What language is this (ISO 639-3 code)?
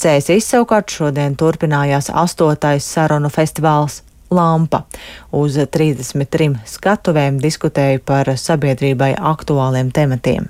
lav